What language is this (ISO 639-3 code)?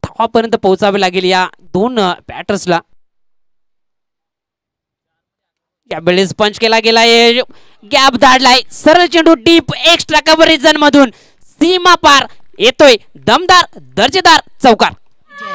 mar